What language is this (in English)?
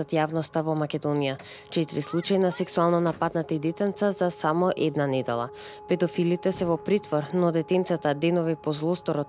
Macedonian